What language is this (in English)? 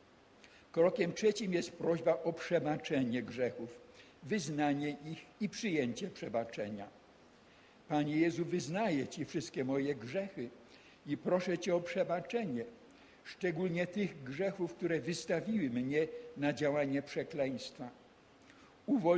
Polish